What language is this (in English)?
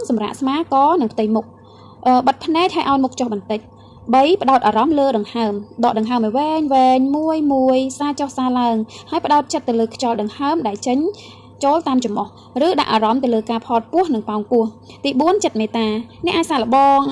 Khmer